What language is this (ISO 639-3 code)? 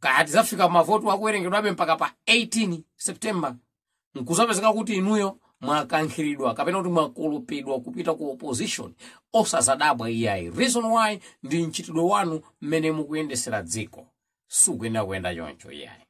nya